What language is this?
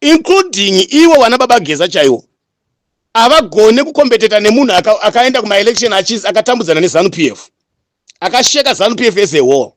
Shona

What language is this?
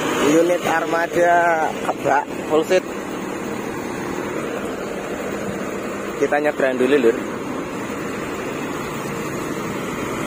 Indonesian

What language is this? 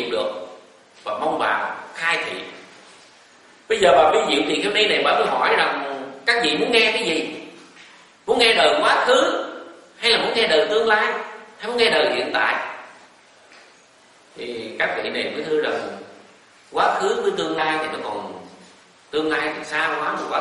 Vietnamese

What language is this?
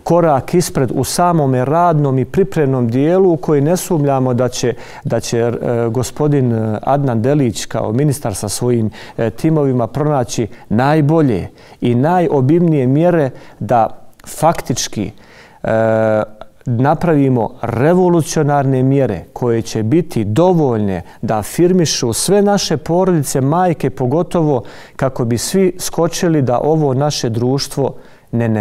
Bosnian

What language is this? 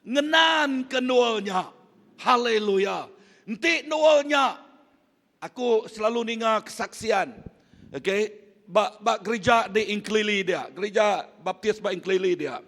Iban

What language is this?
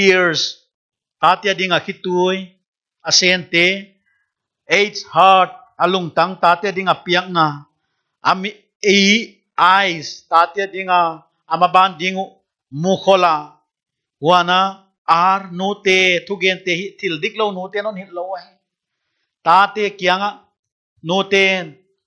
Paite Chin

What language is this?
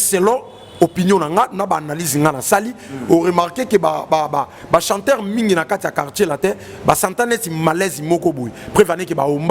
Lingala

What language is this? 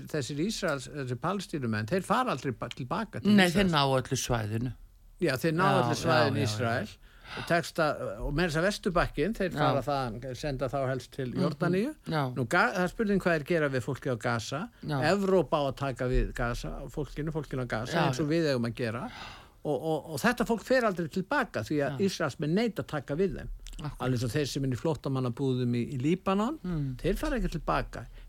Icelandic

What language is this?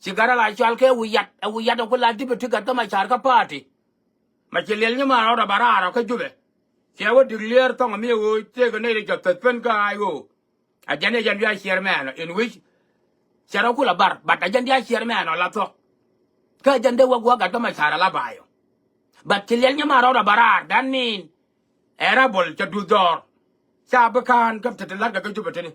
Nuer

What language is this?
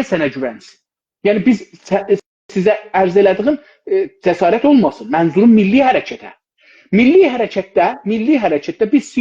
South Azerbaijani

